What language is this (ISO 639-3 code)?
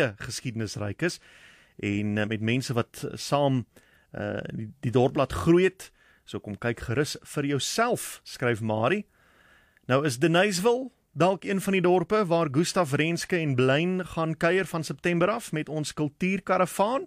afr